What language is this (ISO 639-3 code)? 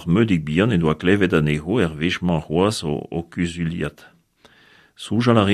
bre